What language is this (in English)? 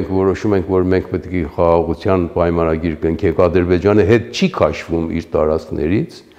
Armenian